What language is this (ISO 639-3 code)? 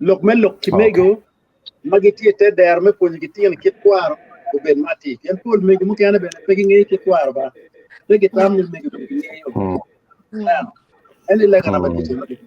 ach